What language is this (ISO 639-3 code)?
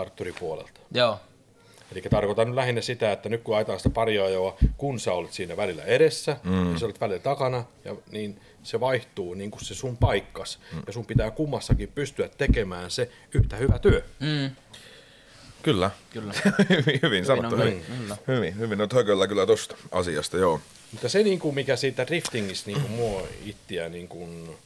fin